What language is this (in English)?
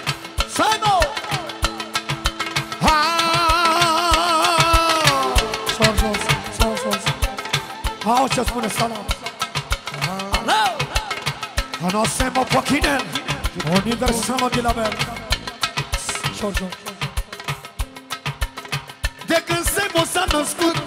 Romanian